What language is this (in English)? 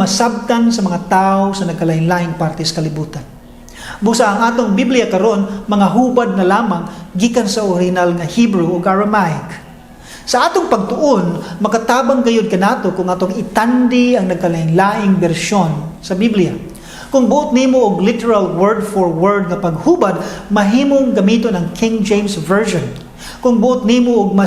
Cebuano